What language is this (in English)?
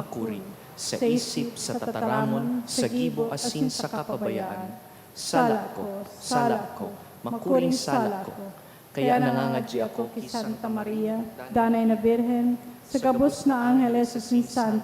Bikol